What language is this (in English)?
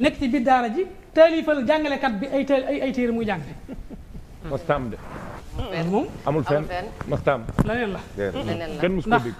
Wolof